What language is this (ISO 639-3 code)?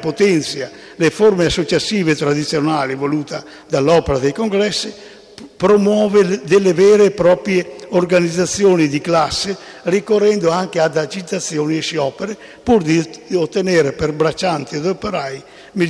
ita